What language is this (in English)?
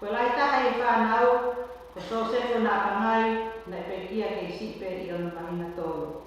Tongan